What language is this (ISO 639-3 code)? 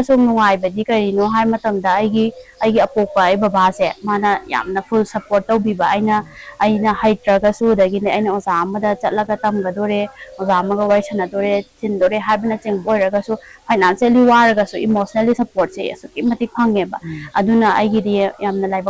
mni